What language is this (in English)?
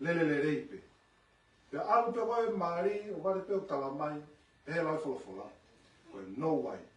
Tongan